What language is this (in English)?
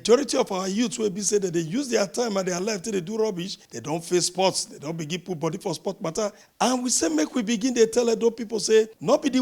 Nigerian Pidgin